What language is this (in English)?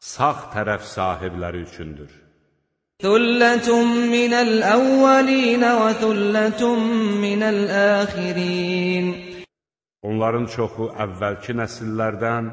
Azerbaijani